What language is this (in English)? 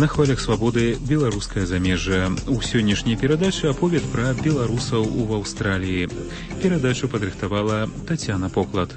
Belarusian